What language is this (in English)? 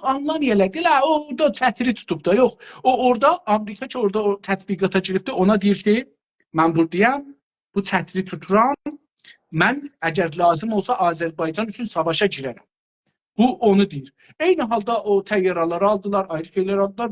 South Azerbaijani